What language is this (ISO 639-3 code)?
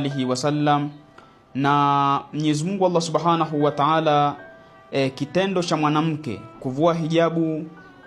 swa